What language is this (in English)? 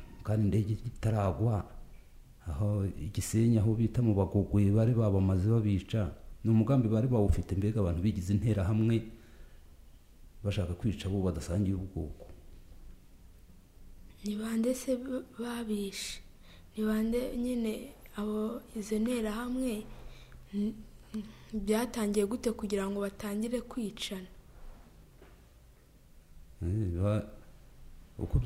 Kinyarwanda